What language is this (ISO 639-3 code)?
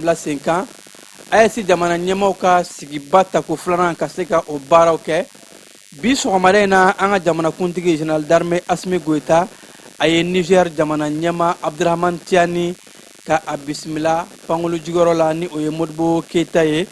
bam